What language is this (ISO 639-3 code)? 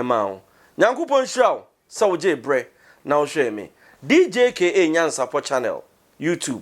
aka